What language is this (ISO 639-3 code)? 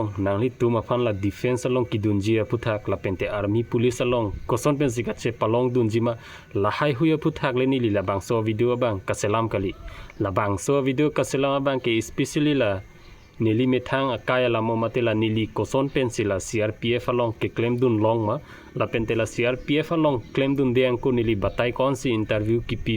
mjw